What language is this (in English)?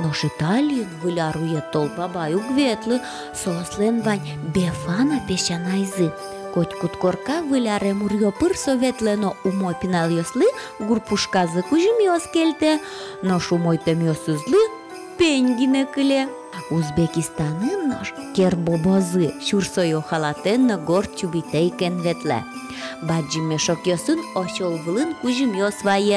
Udmurt